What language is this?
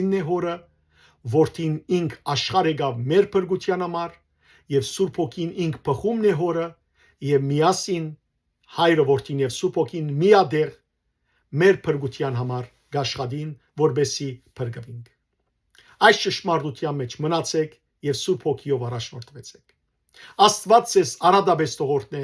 Western Armenian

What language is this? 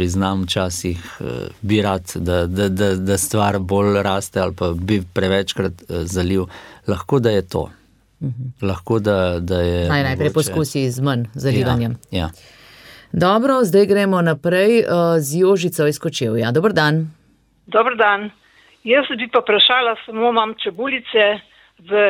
Slovenian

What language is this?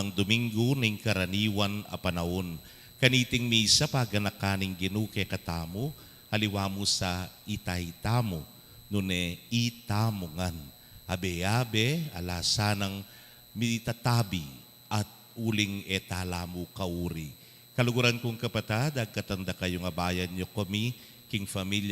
Pampanga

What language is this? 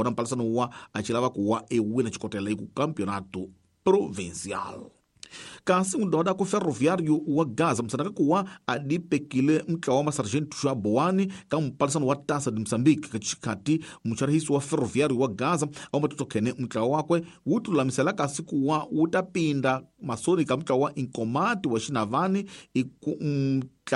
Tsonga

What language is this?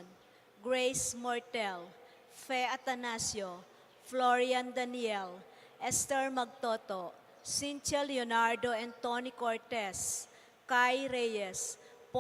Pampanga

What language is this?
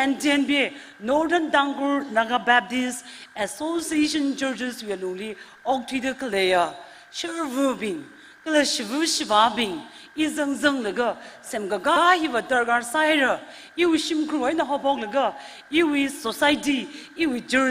Tangkhul Naga (India)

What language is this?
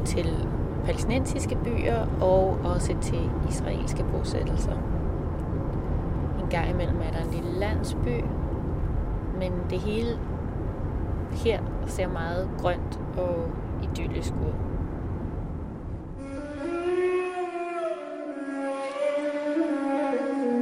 Danish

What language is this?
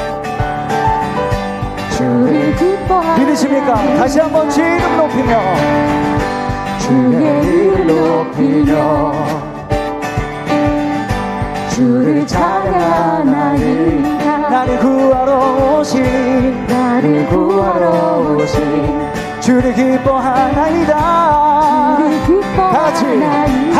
Korean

